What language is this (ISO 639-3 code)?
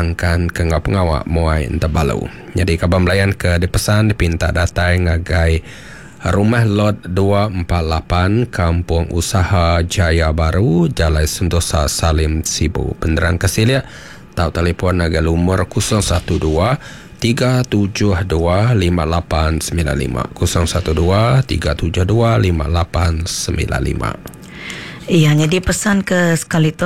iba